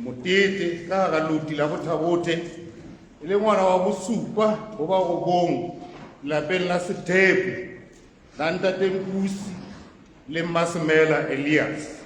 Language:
Southern Sotho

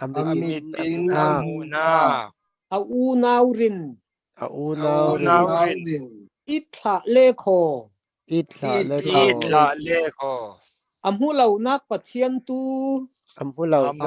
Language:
Falam Chin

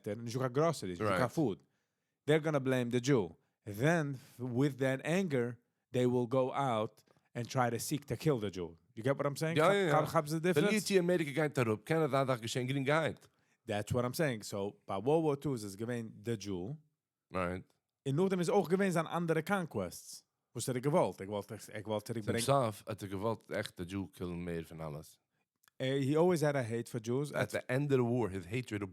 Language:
Yiddish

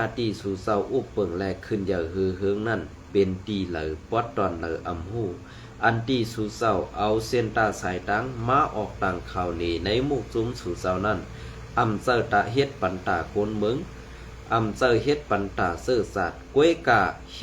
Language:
Shan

